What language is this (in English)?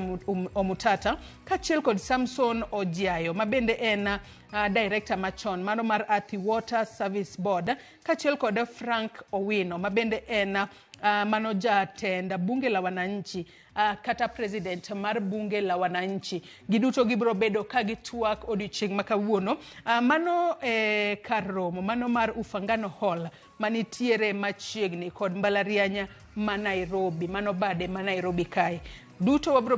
Luo (Kenya and Tanzania)